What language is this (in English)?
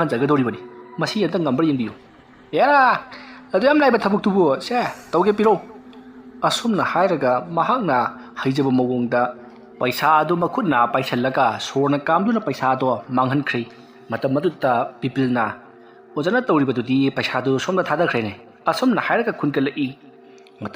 Manipuri